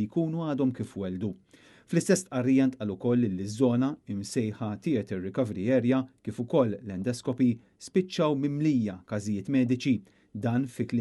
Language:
Maltese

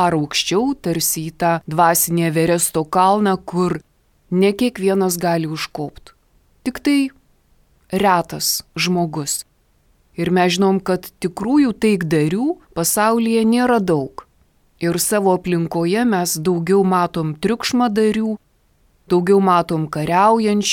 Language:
Lithuanian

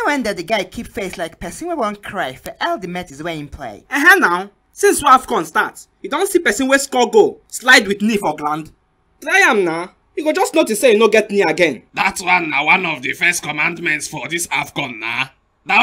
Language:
Nigerian Pidgin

